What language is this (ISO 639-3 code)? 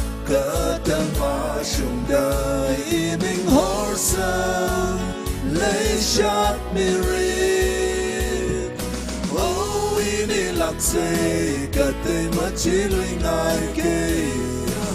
nmf